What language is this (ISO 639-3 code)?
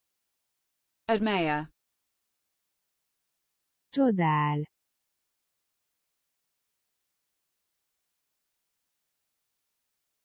hun